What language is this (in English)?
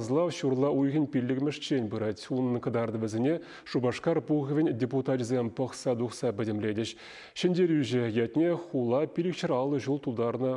Chuvash